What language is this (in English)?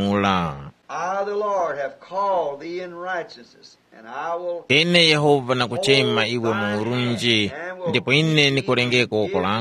Tumbuka